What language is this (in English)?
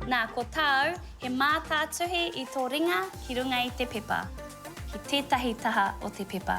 Māori